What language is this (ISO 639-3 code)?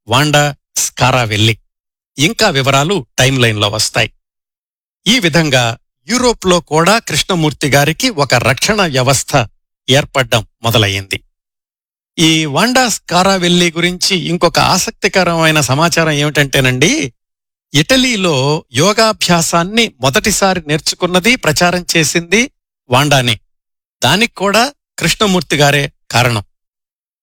tel